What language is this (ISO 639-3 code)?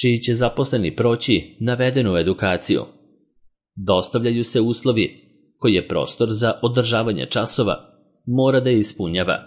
srp